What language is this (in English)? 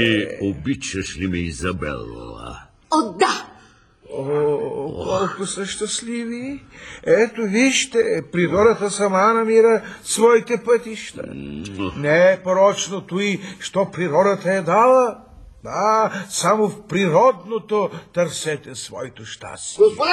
Bulgarian